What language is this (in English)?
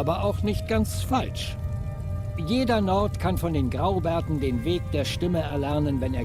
Swiss German